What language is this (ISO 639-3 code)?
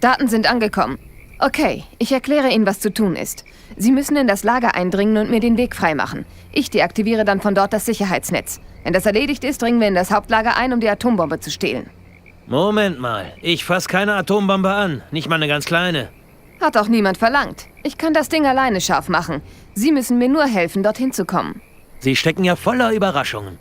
bar